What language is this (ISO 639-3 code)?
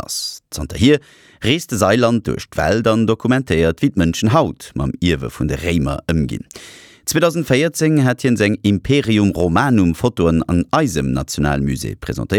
ltz